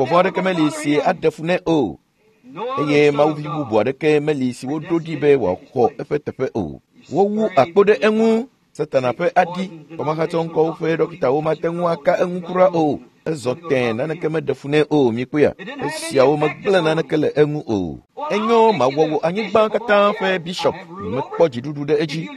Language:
Ewe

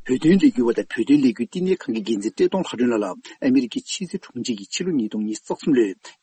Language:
Tibetan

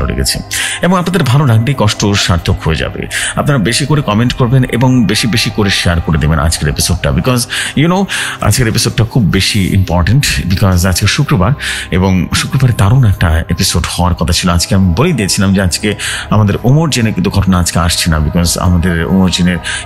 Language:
Bangla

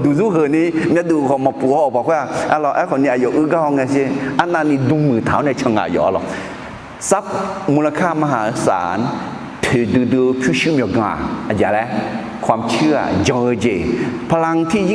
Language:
Akha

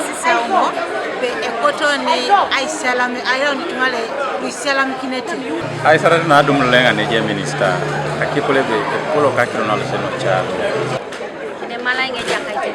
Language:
Teso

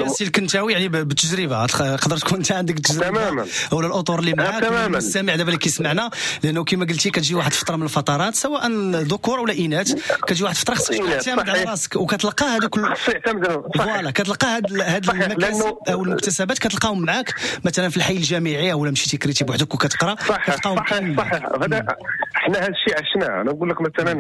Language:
Moroccan Arabic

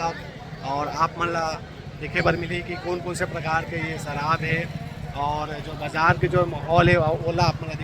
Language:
Chhattisgarhi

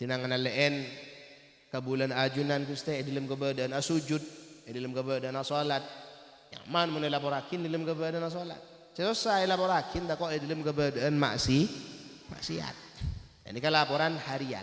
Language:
Madurese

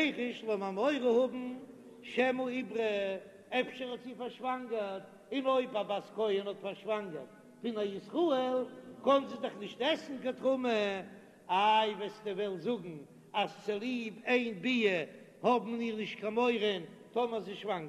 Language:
Yiddish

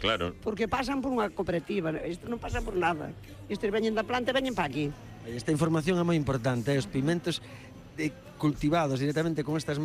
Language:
Galician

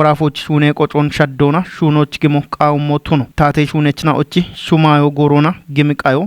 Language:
Kafa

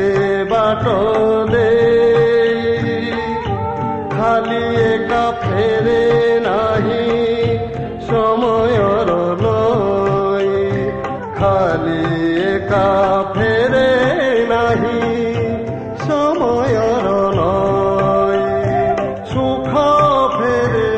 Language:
Odia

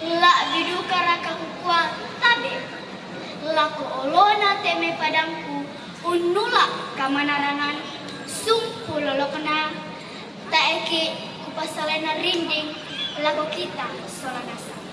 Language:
Toraja-Sa'dan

